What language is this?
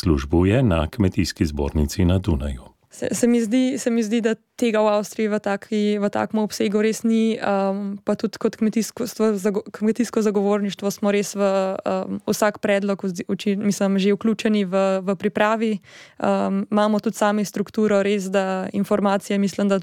Slovenian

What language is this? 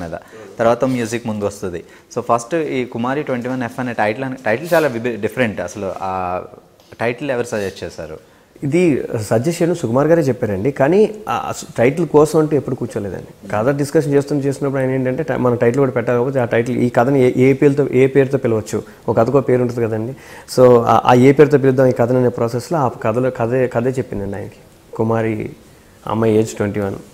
Telugu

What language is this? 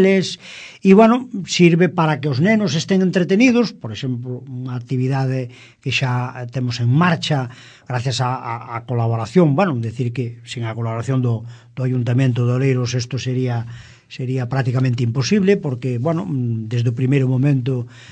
Galician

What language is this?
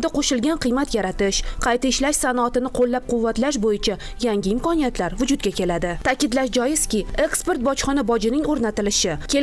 Uzbek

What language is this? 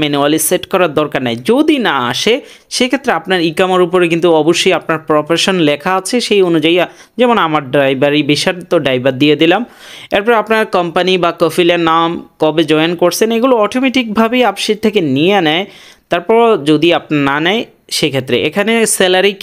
Bangla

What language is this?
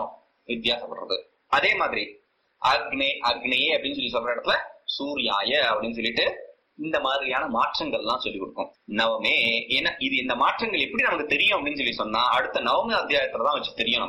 Tamil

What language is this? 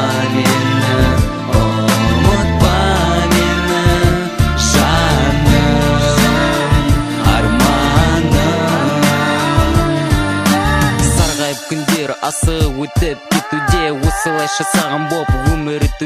Kazakh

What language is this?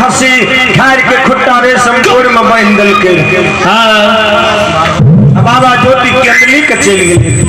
Maithili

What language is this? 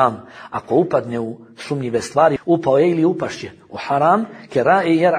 Bosnian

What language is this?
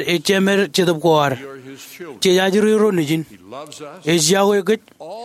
Marshallese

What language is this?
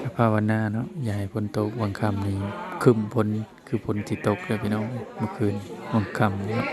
Northeastern Thai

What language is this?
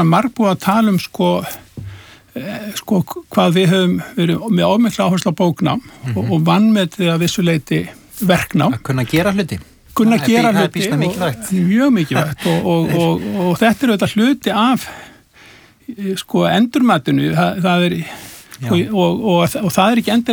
Icelandic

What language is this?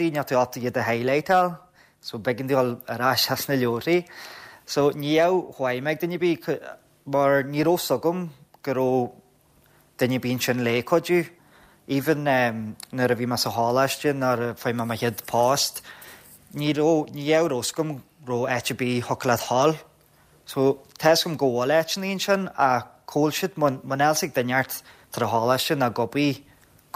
Irish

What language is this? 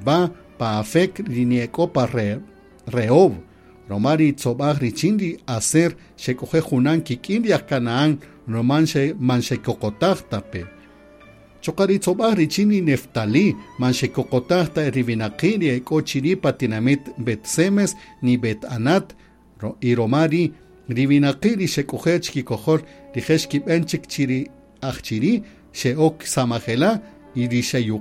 Kaqchikel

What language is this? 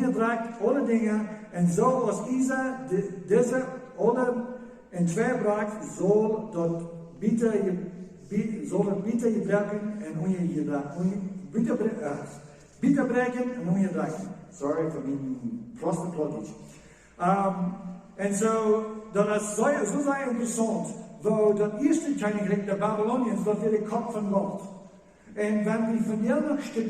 Plautdietsch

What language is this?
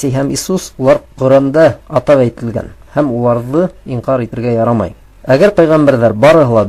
Bashkir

